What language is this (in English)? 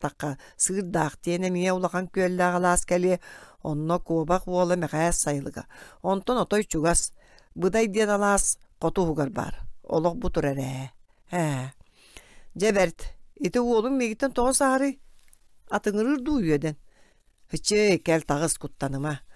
Yakut